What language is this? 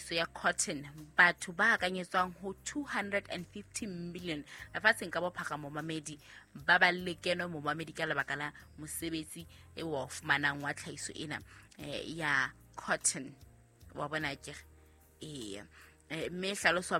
Southern Sotho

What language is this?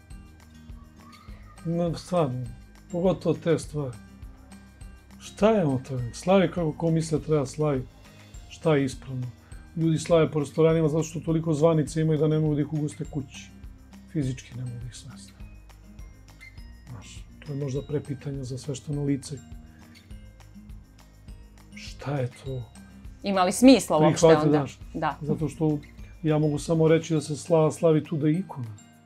Serbian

